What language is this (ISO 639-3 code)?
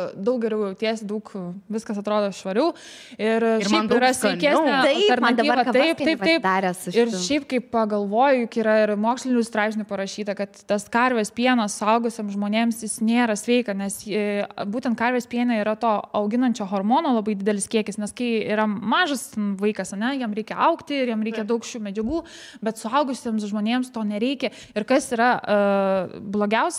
lit